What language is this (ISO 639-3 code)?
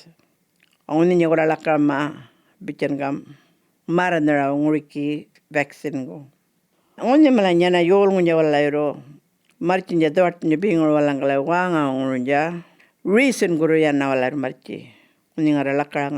djr